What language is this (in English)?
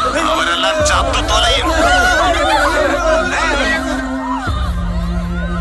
Malayalam